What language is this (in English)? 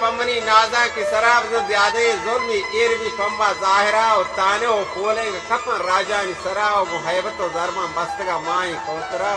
Baluchi